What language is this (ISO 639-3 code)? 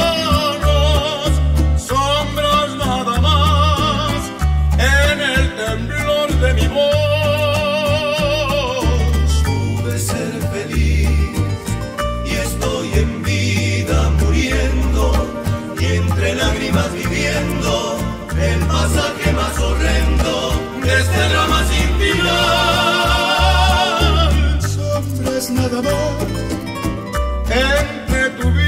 spa